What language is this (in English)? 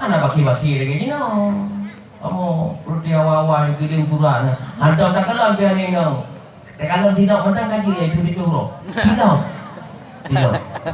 Achinese